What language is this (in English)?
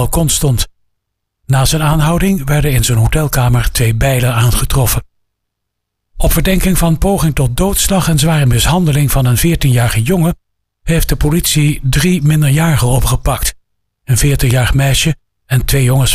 Dutch